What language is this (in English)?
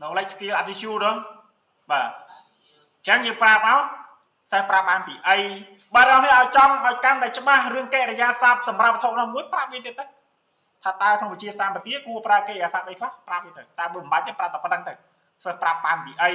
Khmer